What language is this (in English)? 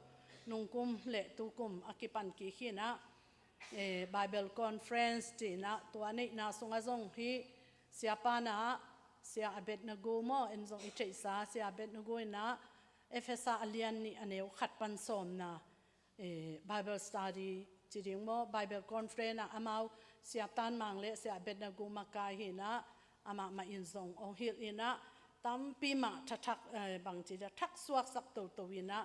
Tedim Chin